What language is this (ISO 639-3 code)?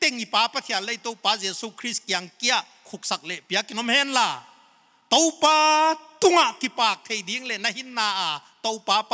pck